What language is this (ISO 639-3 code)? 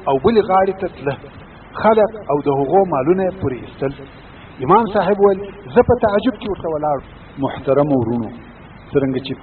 pus